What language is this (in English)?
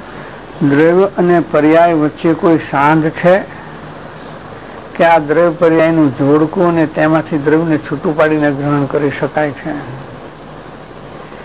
Gujarati